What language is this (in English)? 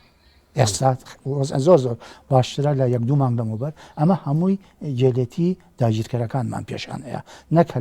Central Kurdish